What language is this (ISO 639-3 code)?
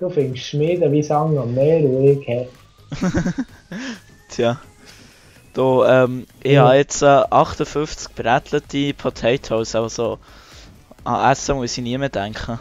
gsw